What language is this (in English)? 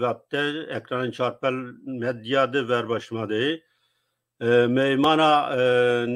Zaza